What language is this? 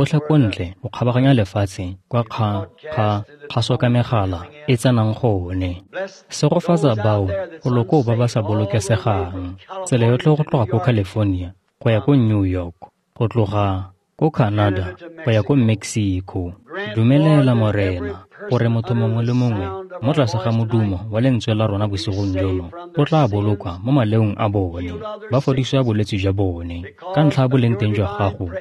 Tswana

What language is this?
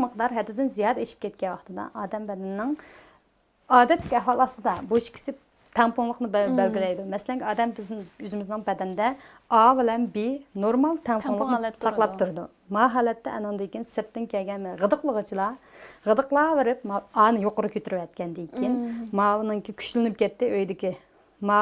Uyghur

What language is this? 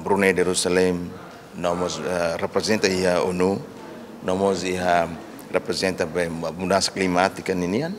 Tetum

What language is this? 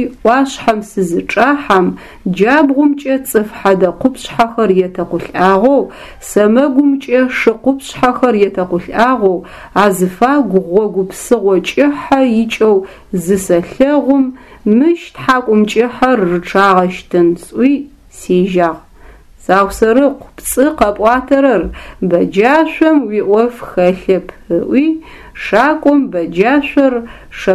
Adyghe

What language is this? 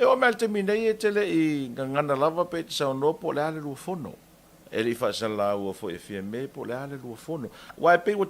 Samoan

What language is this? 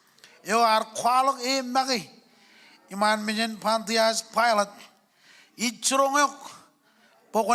Marshallese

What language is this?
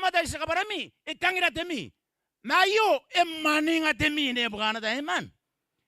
Gilbertese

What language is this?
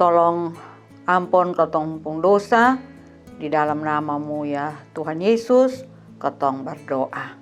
Kupang Malay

